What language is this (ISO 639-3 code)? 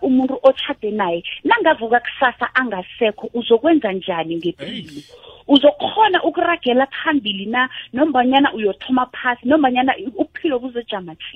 nbl